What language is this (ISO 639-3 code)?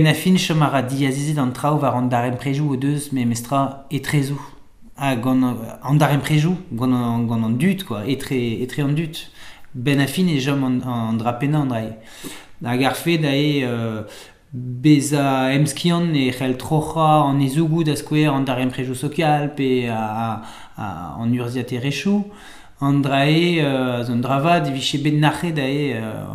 bre